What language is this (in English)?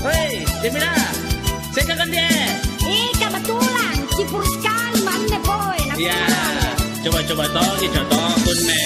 Makasar